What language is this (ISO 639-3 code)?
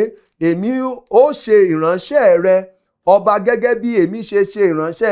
yor